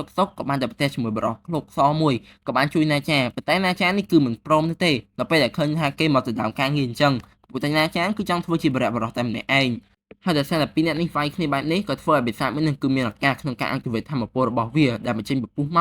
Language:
Khmer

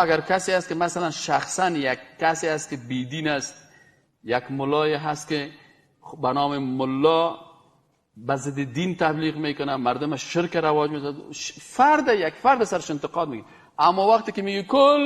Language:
Persian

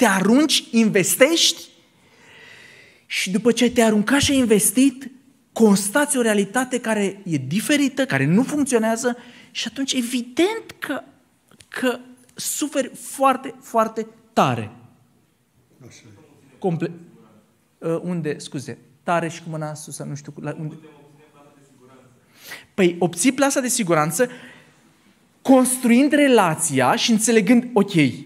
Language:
Romanian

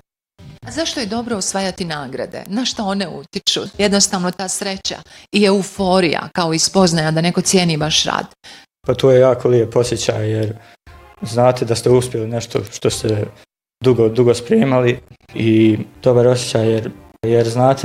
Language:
Bosnian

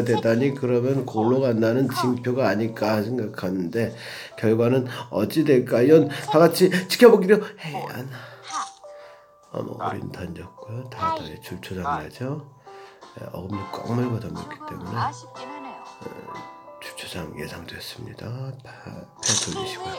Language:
Korean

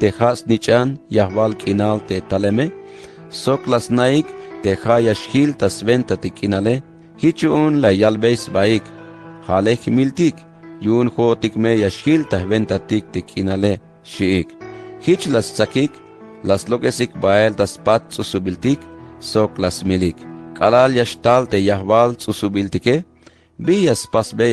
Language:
Tzeltal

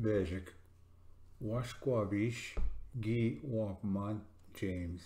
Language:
Ojibwa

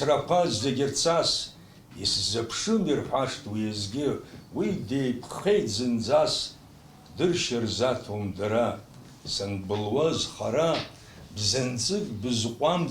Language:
Abkhazian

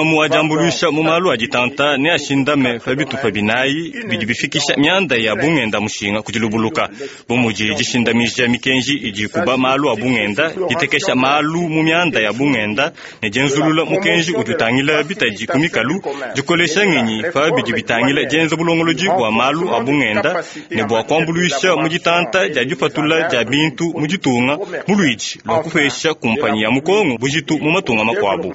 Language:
Luba-Lulua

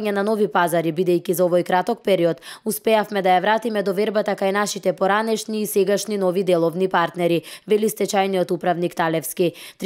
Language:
Macedonian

